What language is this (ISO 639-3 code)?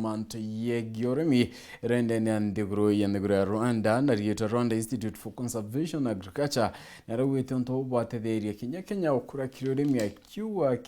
mer